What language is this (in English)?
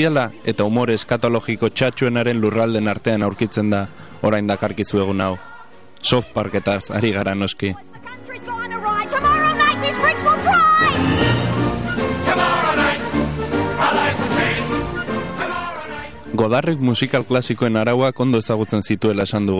Basque